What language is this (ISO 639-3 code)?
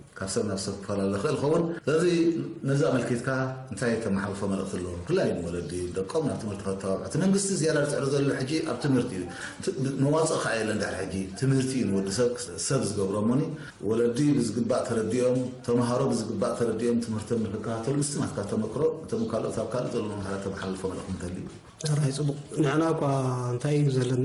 tir